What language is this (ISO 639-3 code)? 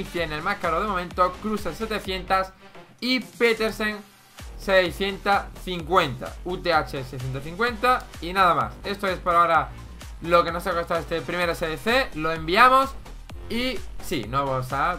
spa